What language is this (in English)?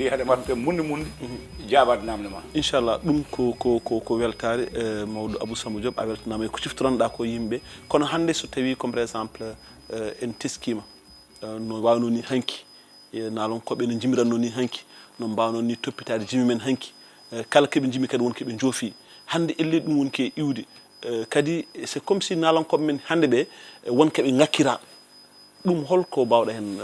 Fula